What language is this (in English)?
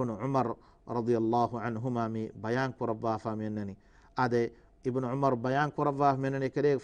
Divehi